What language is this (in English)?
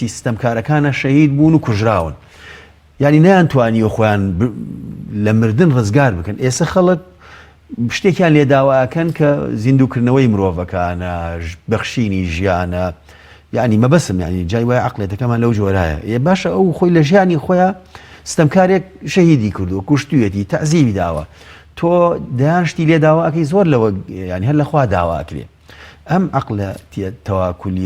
Central Kurdish